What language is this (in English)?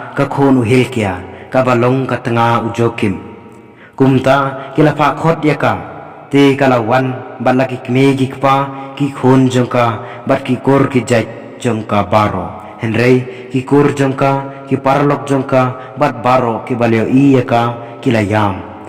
Khasi